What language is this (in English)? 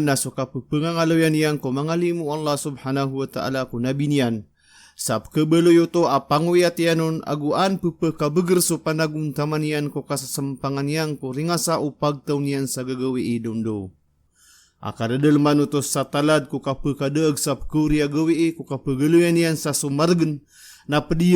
Maranao